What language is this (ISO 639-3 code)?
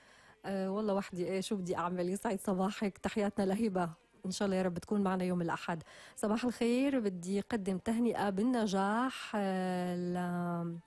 apc